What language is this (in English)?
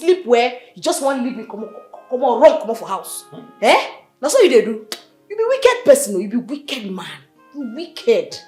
Nigerian Pidgin